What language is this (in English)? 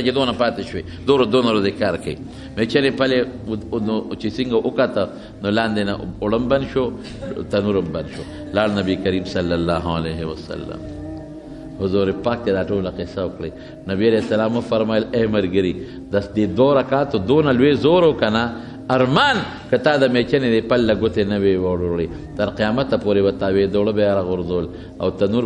Pashto